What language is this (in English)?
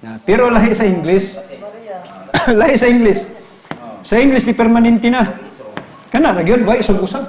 Cebuano